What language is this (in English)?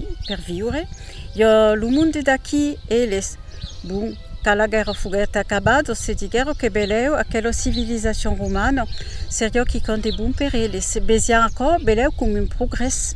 Occitan